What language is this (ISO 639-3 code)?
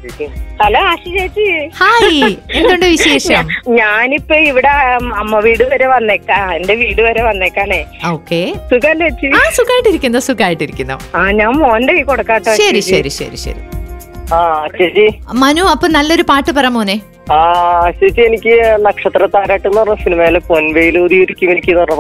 mal